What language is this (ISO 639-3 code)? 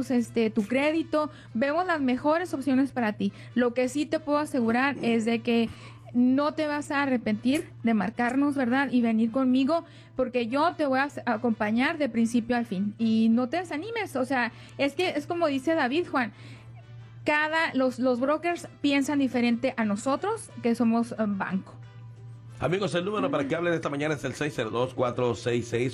spa